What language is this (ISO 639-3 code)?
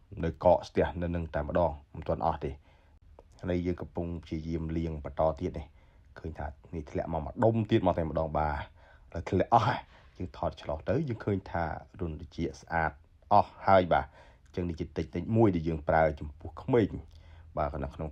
khm